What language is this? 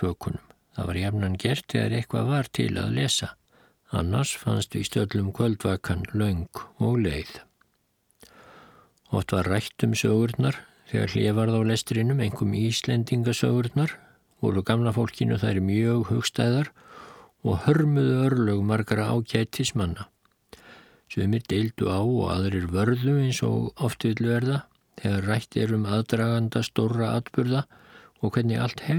Icelandic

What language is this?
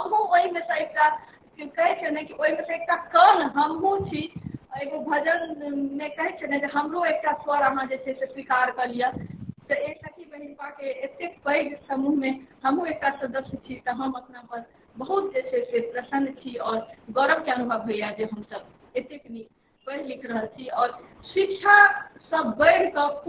Maithili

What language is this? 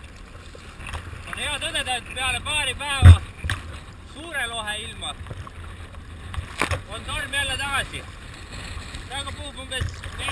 Estonian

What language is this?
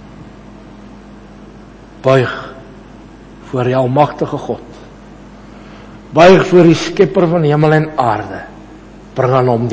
Afrikaans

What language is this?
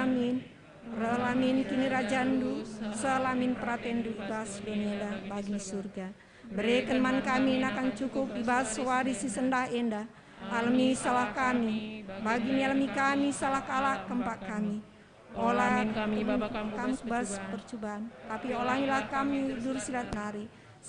Batak Karo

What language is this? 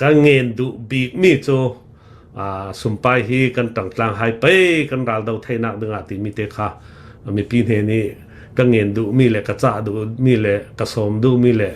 Hakha Chin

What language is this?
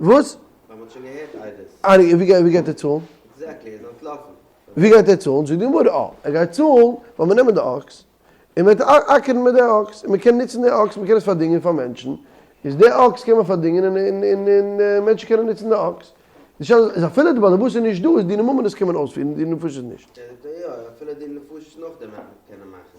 Yiddish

